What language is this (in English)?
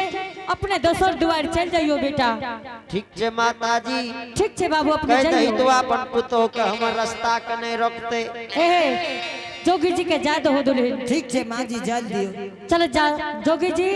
Angika